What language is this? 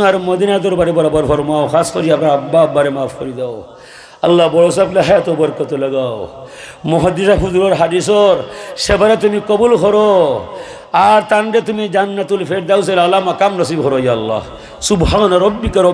Sylheti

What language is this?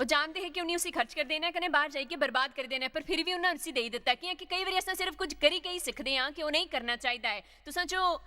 Dogri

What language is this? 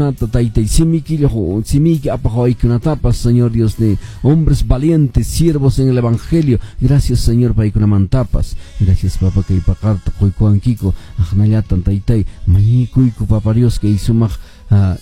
Quechua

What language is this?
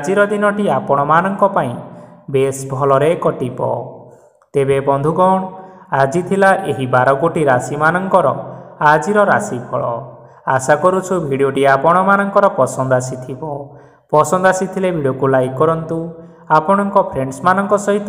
Odia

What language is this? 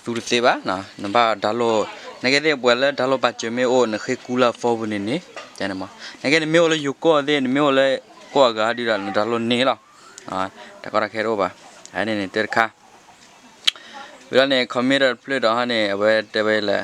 S'gaw Karen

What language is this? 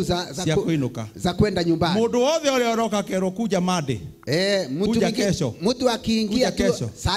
Swahili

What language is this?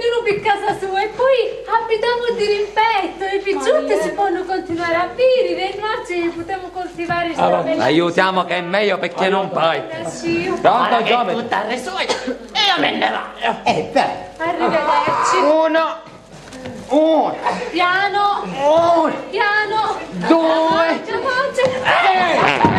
Sicilian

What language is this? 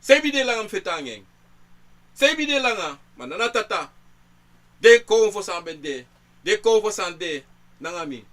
Sranan Tongo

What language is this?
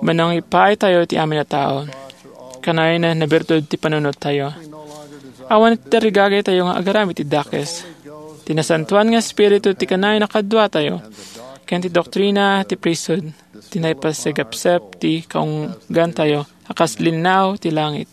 Iloko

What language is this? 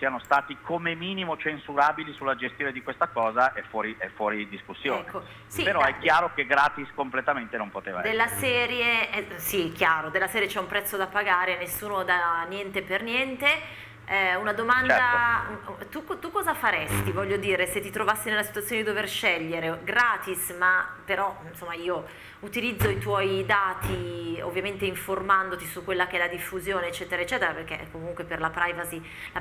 Italian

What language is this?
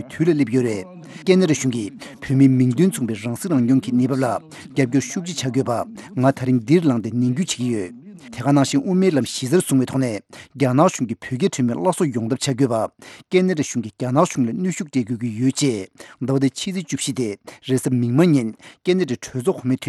Tibetan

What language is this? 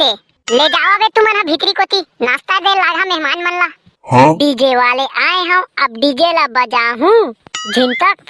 Chhattisgarhi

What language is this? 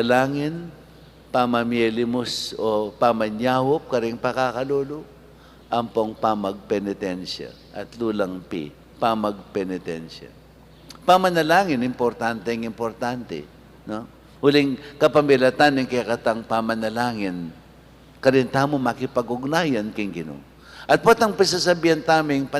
Pampanga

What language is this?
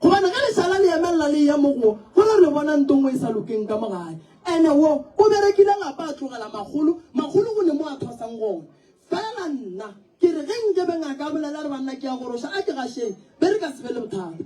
Northern Sotho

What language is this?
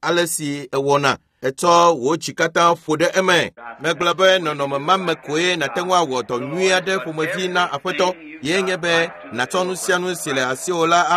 Ewe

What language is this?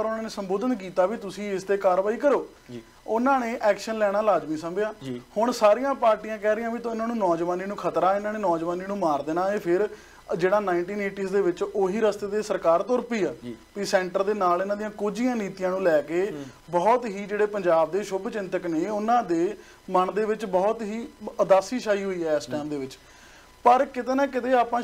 Punjabi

